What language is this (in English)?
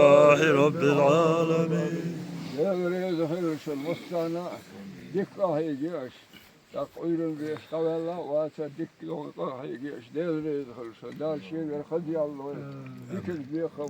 Chechen